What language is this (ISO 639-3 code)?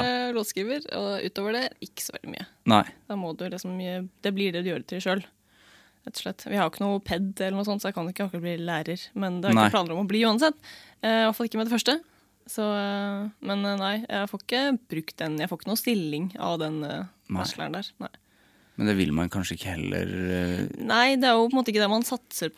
nor